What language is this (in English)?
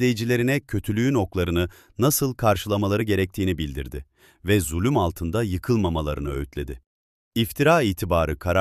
Turkish